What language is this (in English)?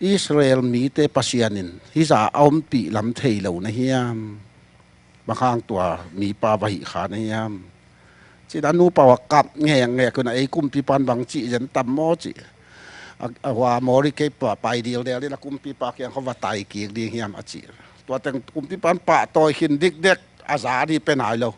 Tedim Chin